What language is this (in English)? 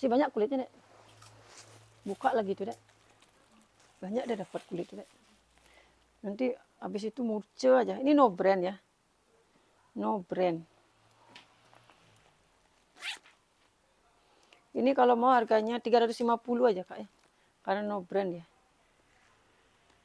Indonesian